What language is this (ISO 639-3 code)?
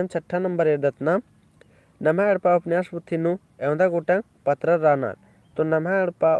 kru